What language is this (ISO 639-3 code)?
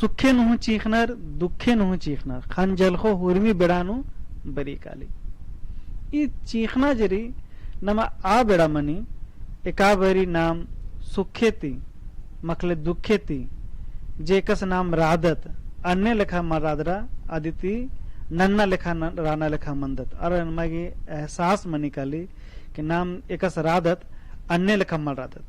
kru